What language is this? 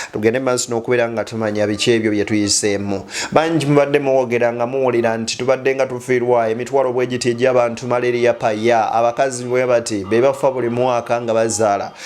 Ganda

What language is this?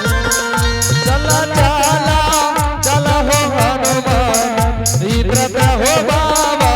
Angika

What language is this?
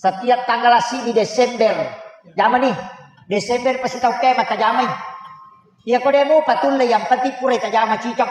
Buginese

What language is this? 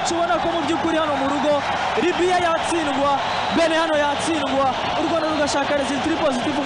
Kinyarwanda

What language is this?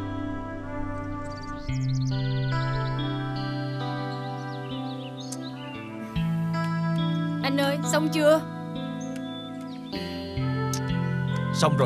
Vietnamese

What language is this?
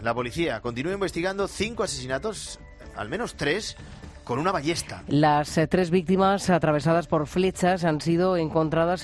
Spanish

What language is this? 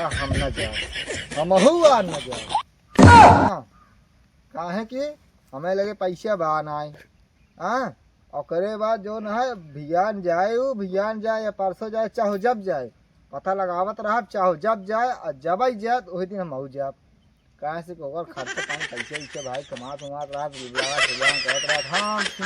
Awadhi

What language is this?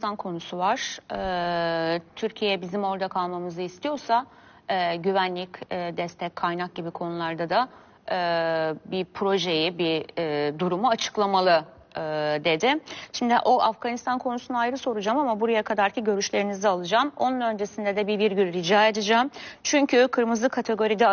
Turkish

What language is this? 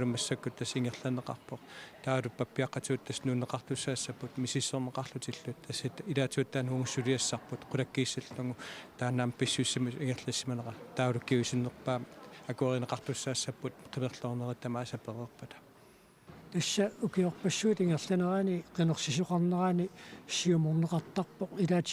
Kalaallisut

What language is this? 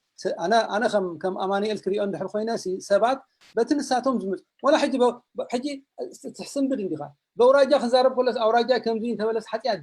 Tigrinya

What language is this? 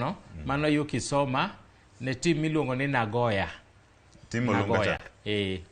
Luo (Kenya and Tanzania)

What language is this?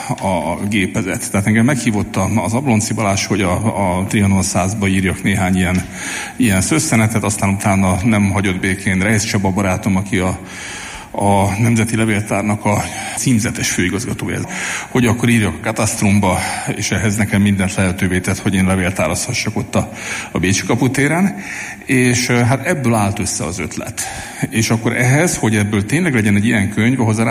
Hungarian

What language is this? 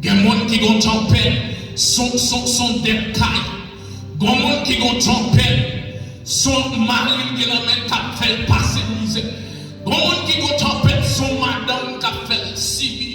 Haitian Creole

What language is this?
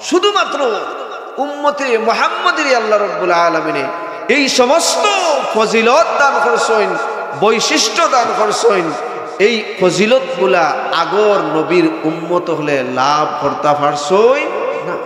Sylheti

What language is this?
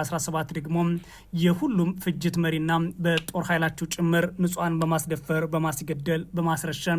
Amharic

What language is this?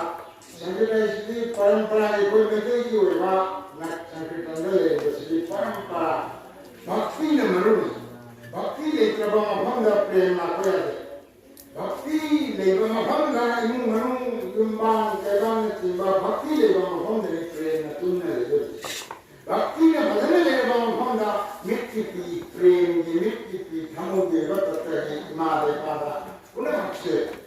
Manipuri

